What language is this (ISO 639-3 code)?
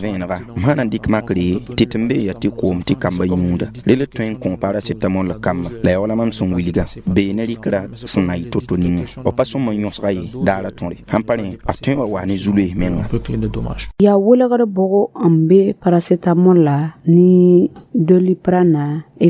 mos